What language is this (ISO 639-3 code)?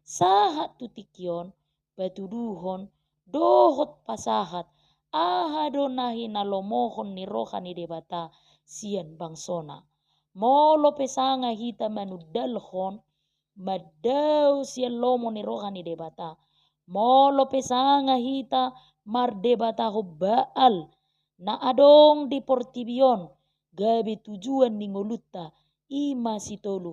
bbc